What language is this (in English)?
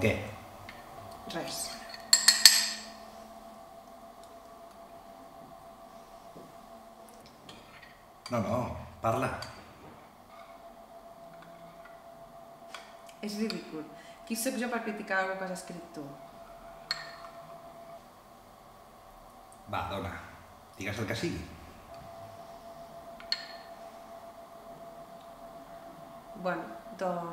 Catalan